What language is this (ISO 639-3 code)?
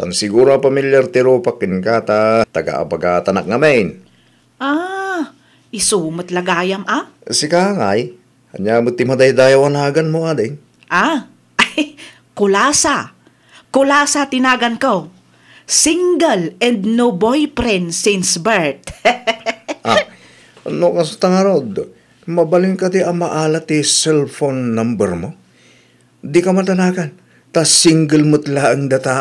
ilo